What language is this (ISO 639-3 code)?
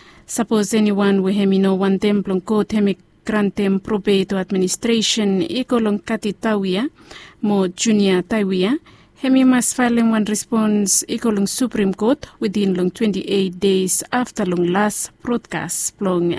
bis